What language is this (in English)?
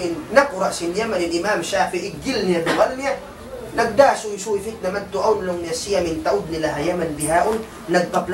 Tausug